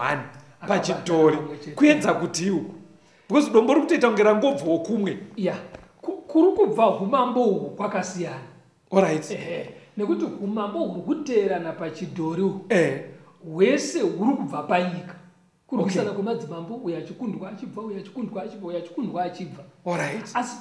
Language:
Shona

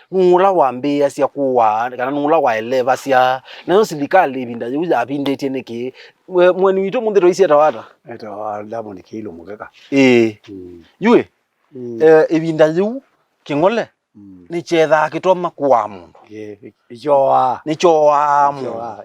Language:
Kamba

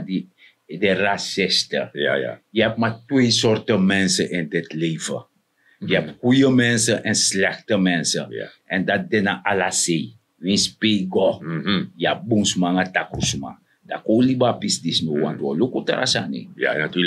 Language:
Sranan Tongo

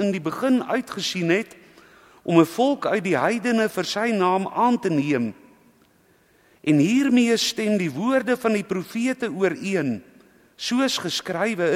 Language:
Afrikaans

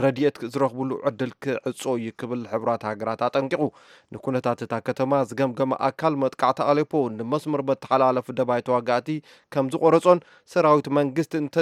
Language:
Tigrinya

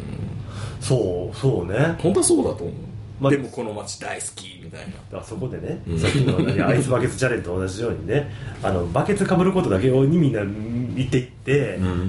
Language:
Japanese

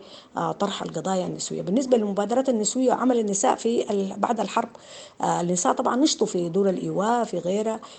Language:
Sudanese Arabic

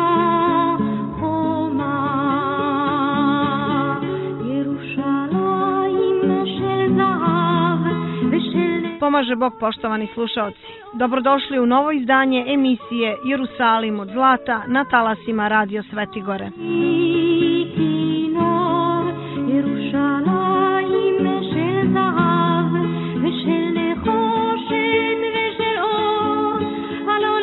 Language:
Serbian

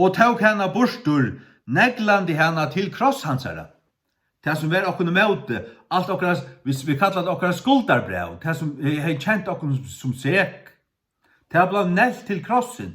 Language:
Faroese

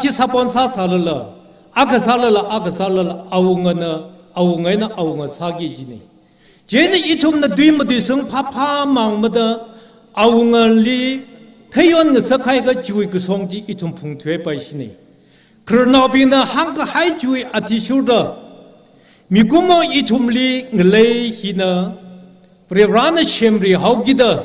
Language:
Tangkhul Naga (India)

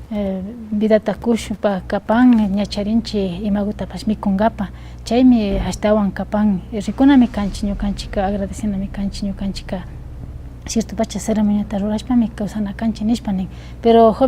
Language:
Imbabura Highland Quichua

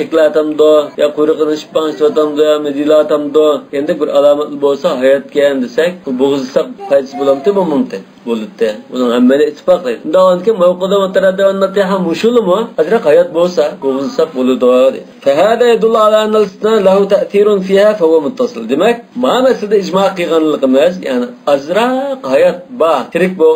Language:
Uyghur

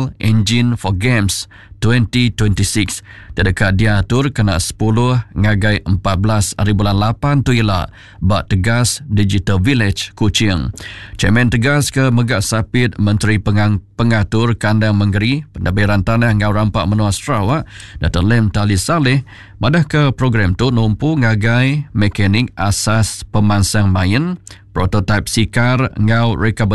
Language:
Iban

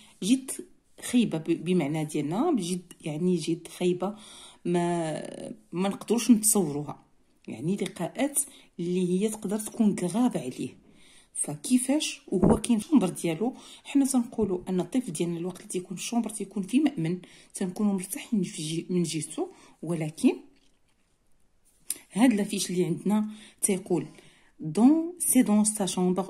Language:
Moroccan Arabic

